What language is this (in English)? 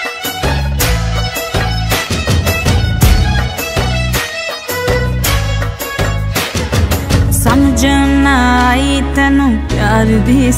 Punjabi